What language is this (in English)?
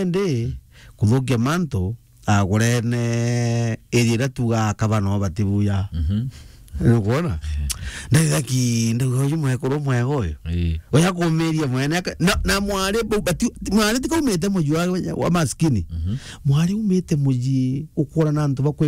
Meru